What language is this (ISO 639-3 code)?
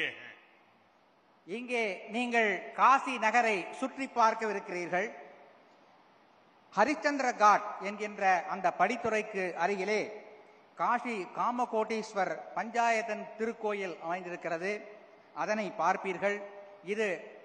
tam